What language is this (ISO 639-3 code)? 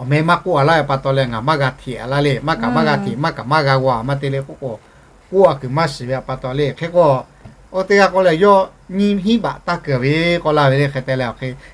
lhu